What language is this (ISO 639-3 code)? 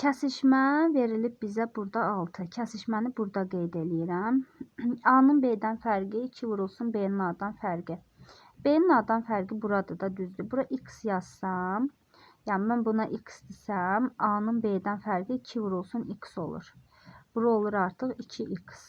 aze